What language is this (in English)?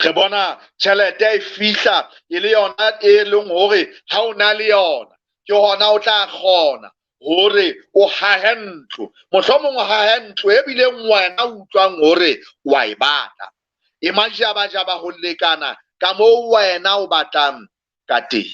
Southern Sotho